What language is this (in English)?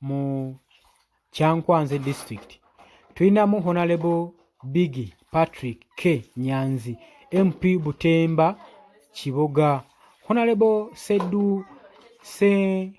Ganda